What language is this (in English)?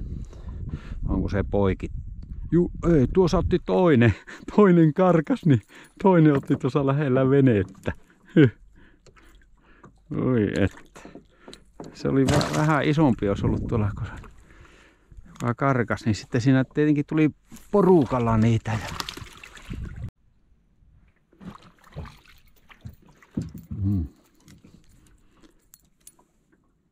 Finnish